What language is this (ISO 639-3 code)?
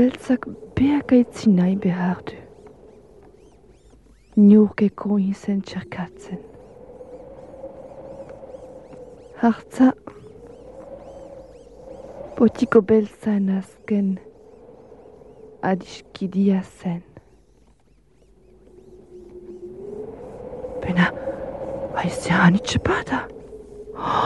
eus